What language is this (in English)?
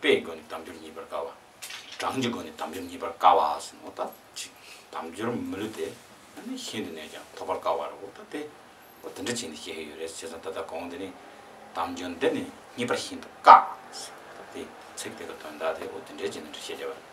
Tibetan